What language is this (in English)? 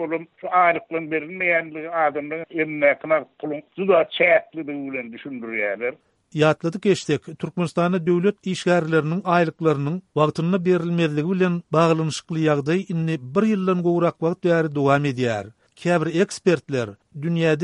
Turkmen